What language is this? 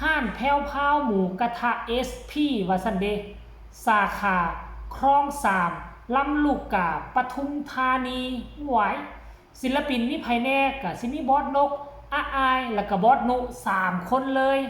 Northeastern Thai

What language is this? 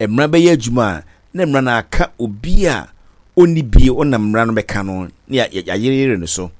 Akan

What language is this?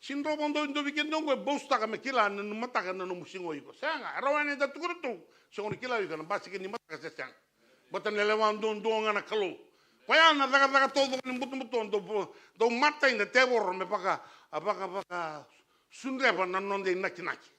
Fijian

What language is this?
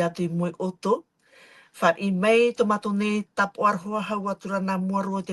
Tahitian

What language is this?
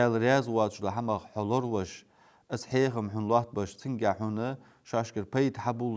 Ingush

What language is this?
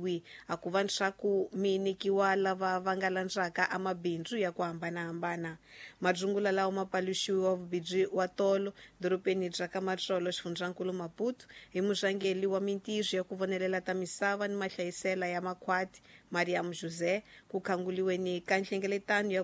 Tsonga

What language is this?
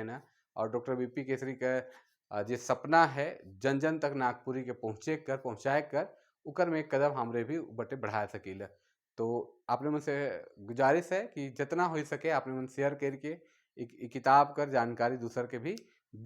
Sadri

